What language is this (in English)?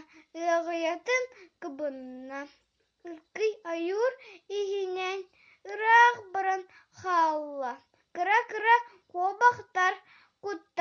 Yakut